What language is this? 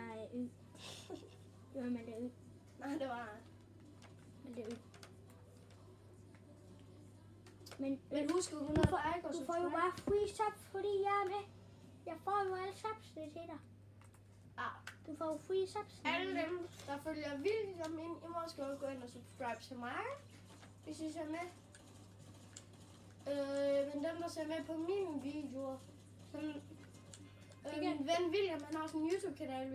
Danish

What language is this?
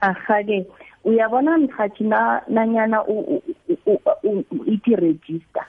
South Ndebele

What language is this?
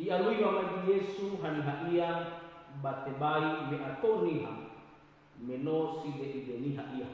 Nias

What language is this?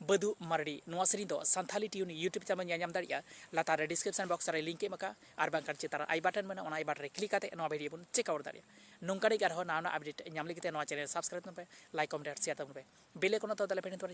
Santali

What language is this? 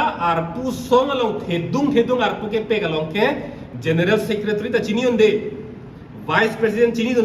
Karbi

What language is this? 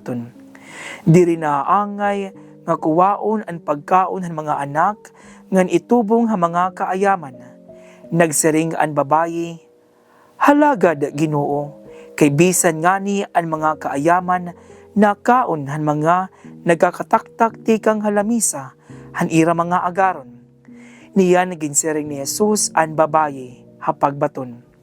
Waray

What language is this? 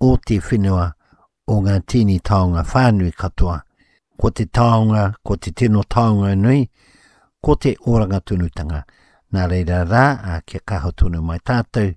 Māori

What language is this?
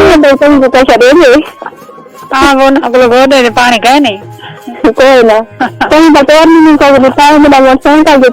Saraiki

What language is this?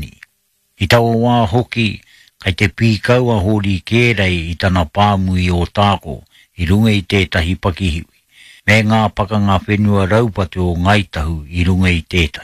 Māori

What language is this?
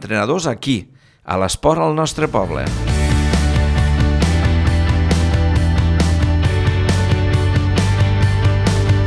Catalan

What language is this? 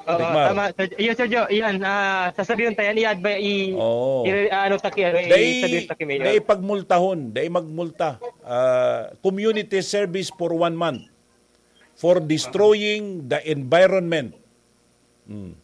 Bikol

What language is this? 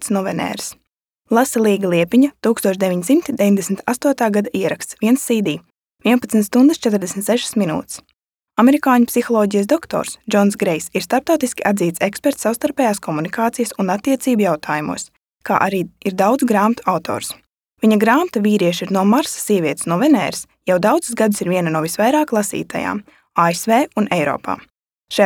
Latvian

